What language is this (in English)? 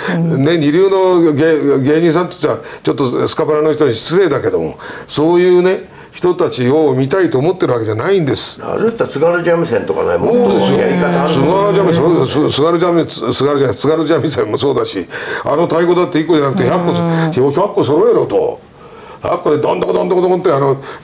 Japanese